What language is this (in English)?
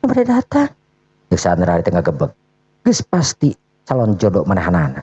Sundanese